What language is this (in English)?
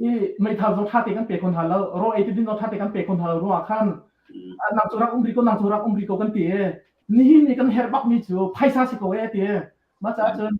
Hakha Chin